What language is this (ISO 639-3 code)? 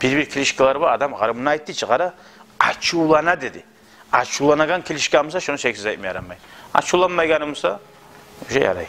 kum